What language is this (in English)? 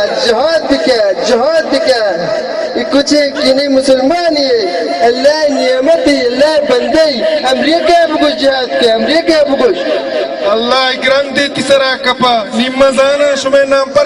Baluchi